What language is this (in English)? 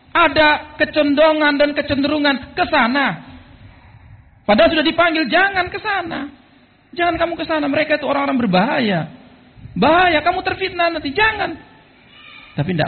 Indonesian